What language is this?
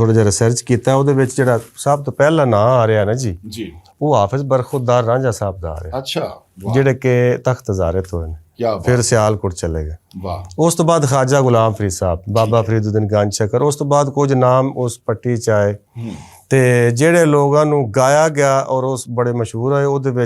Western Panjabi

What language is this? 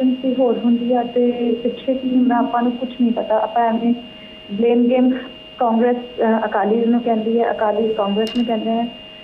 Punjabi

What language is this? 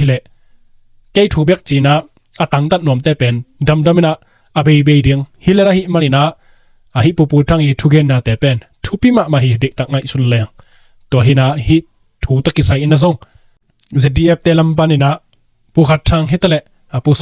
Tedim Chin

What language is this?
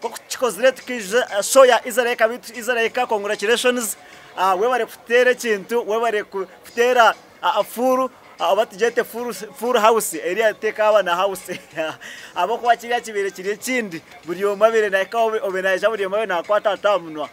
Nyankole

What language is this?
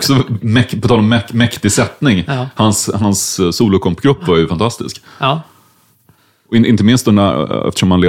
Swedish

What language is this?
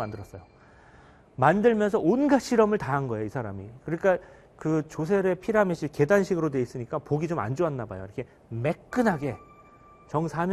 Korean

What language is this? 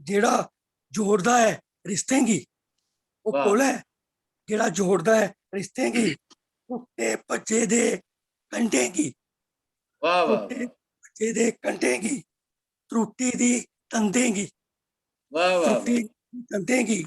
Dogri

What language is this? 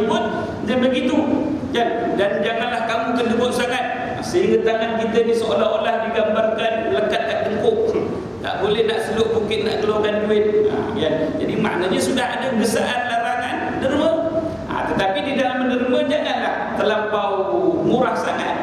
Malay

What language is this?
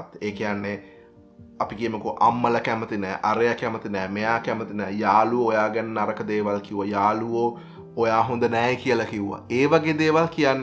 Sinhala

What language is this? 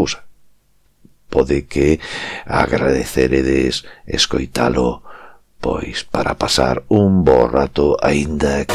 Galician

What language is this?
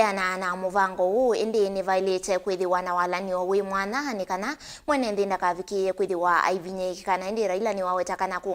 Kamba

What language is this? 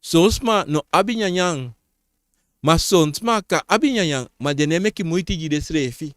Sranan Tongo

